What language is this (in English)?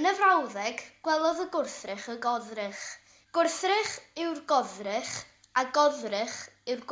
Welsh